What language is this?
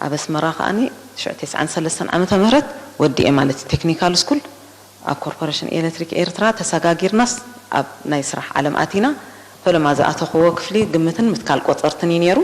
Tigrinya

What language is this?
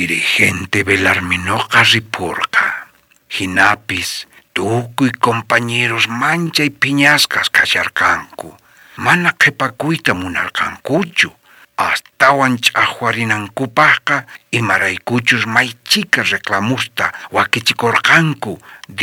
South Bolivian Quechua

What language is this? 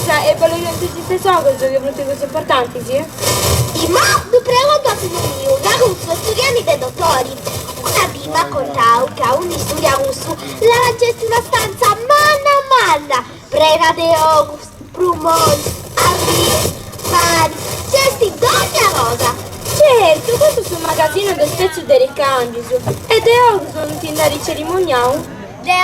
Sardinian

